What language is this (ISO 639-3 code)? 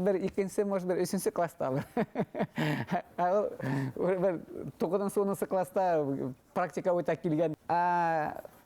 bak